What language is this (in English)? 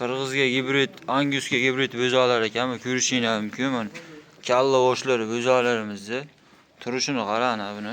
Uzbek